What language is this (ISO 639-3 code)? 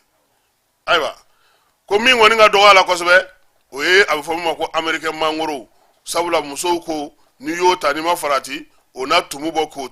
bam